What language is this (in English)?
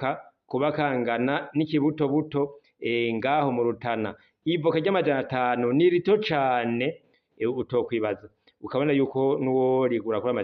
Rundi